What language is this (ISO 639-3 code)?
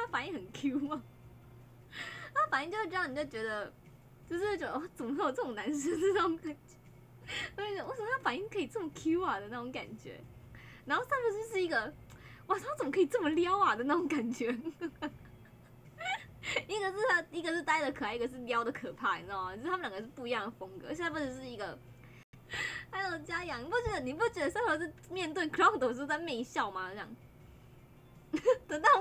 zho